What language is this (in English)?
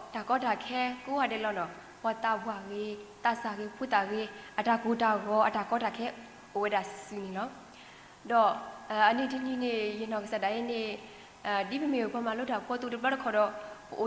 S'gaw Karen